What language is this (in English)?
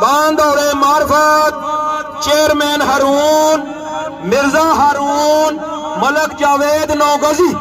Pahari-Potwari